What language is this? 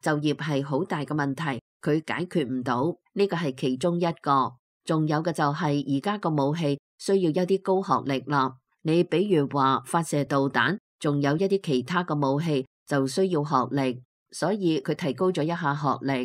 Cantonese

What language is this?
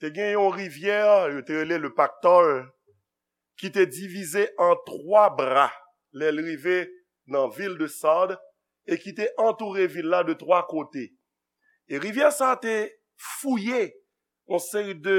Haitian Creole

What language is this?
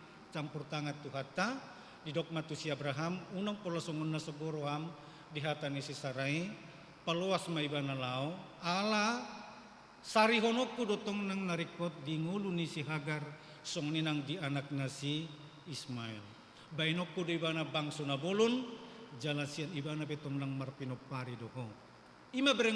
Batak Toba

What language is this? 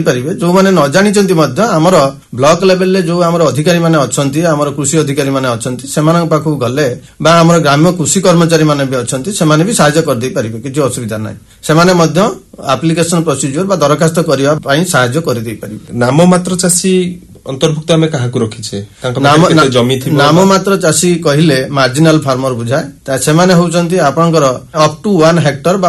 Odia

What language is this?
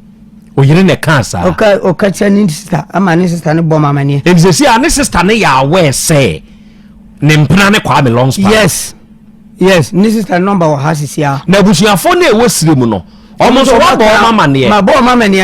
Akan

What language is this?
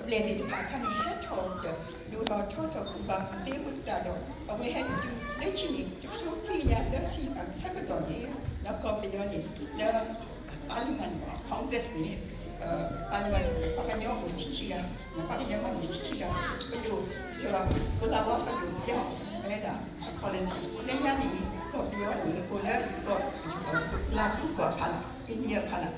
S'gaw Karen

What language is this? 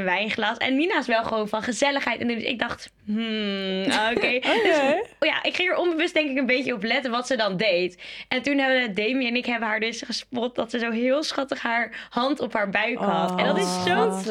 Dutch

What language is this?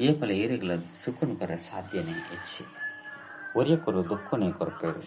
Tulu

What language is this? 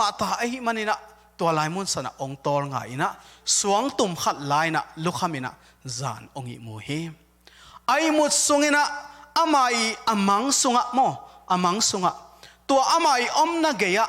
Tedim Chin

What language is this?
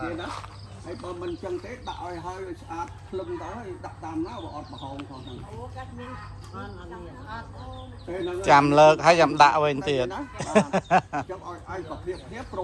Khmer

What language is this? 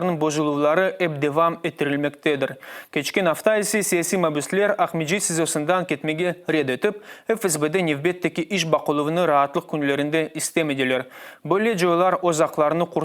Crimean Tatar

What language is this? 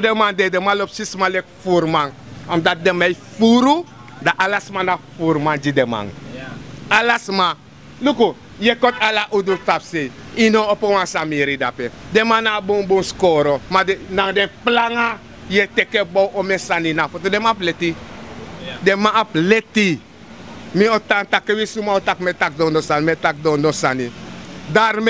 Sranan Tongo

